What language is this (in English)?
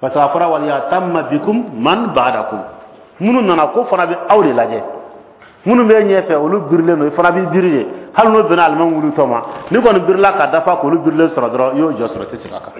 Bambara